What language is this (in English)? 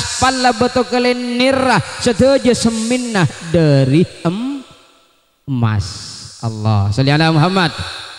Madurese